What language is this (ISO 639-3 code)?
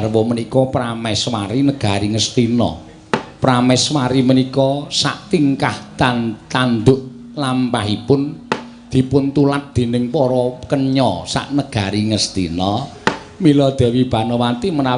jav